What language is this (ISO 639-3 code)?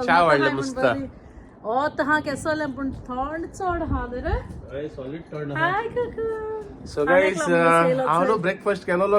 kok